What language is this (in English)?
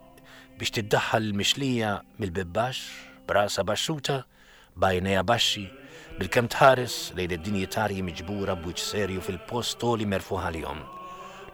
Maltese